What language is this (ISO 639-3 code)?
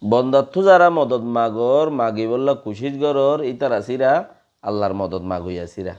rhg